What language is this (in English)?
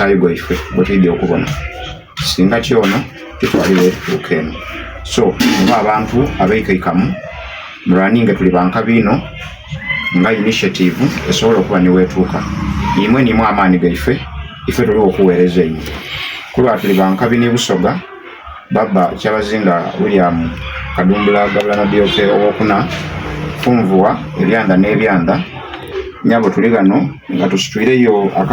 Soga